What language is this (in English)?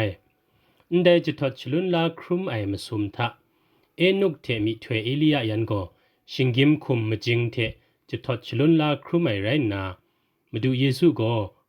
Kachin